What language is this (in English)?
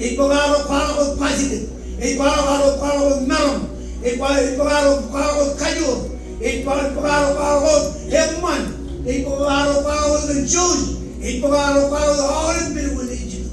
Marshallese